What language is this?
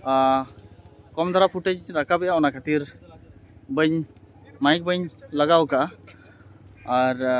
Santali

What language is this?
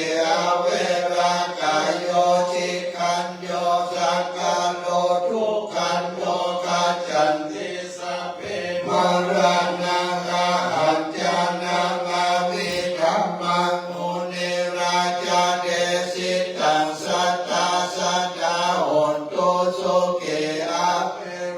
Pali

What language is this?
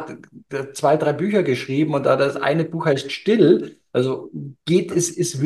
German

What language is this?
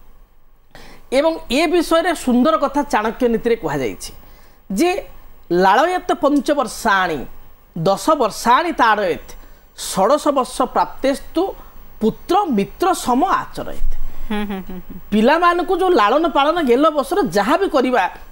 Odia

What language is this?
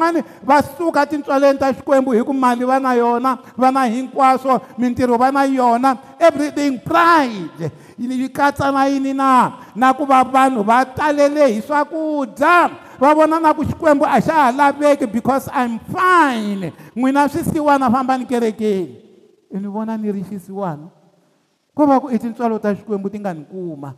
Tsonga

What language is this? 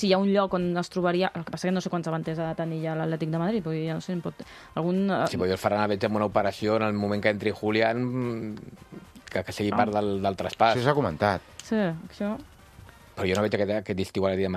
Catalan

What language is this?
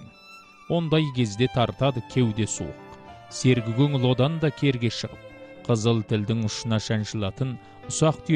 Kazakh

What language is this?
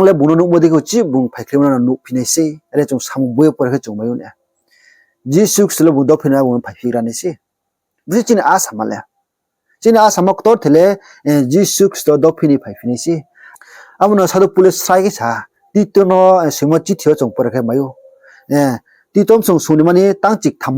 Riang (India)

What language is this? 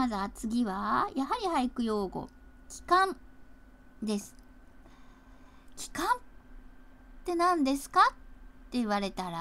Japanese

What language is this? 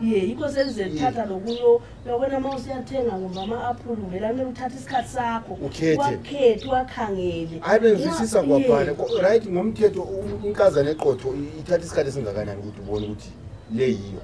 North Ndebele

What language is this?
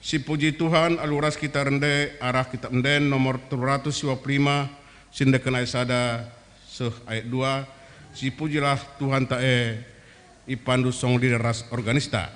Batak Karo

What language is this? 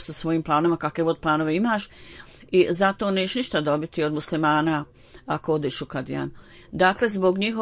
Bosnian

